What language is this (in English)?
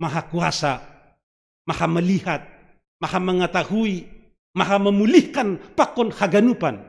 Batak Simalungun